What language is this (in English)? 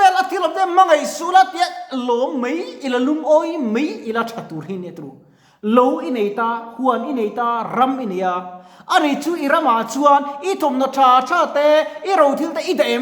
Mizo